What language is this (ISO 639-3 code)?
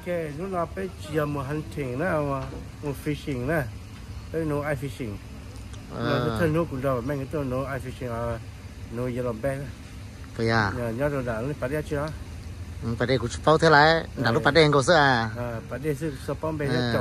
hmn